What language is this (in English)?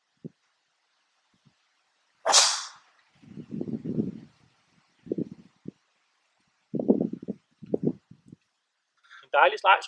Danish